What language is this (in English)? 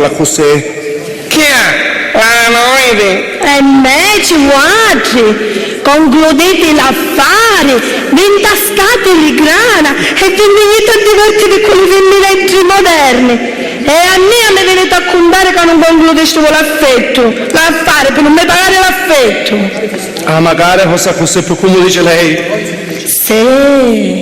Sicilian